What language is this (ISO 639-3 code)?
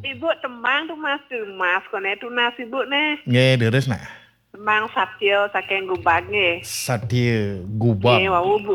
ban